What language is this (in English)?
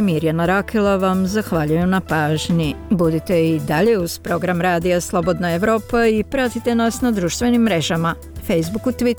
Bosnian